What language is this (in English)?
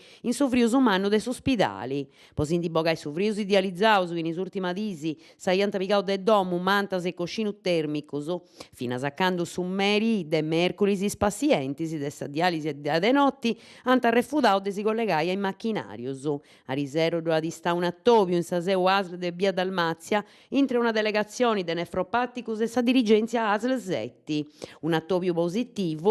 Sardinian